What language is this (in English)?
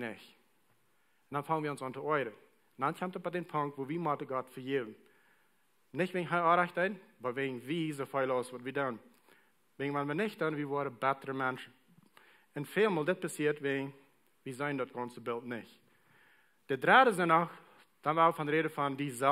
Plautdietsch